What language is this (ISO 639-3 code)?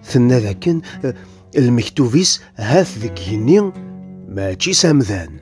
kab